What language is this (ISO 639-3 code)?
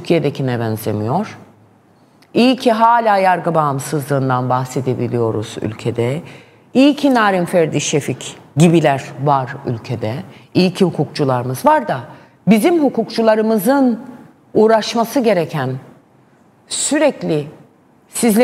tur